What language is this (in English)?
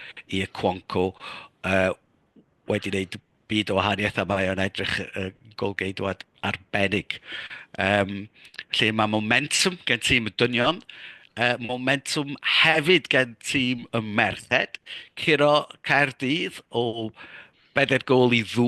Welsh